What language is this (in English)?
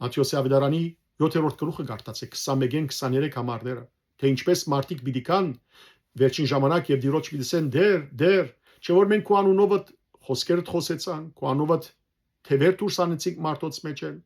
Western Armenian